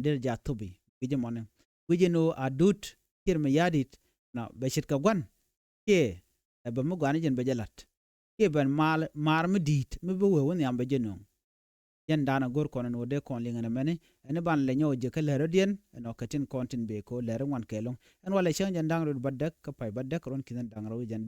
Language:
Nuer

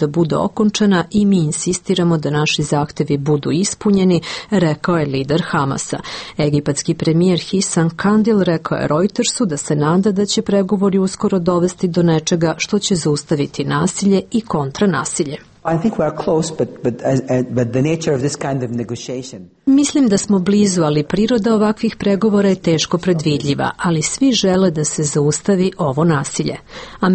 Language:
Serbian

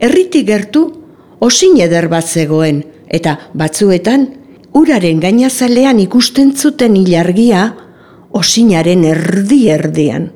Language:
Basque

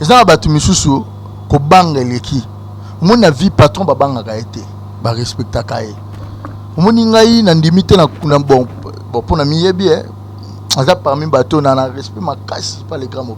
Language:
Lingala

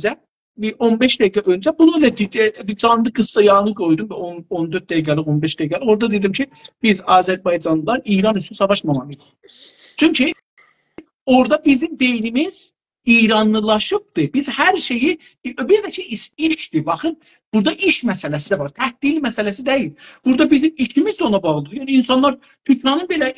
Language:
South Azerbaijani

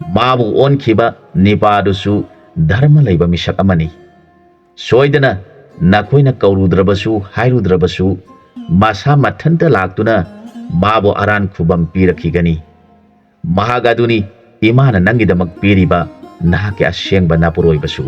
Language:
Manipuri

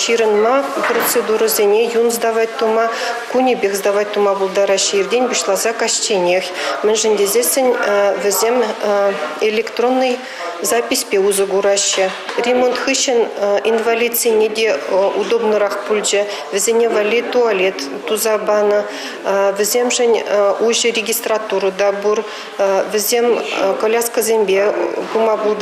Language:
Chuvash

